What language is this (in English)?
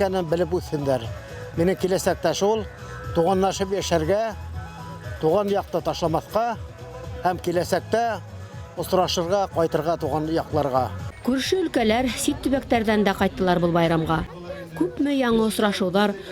Bashkir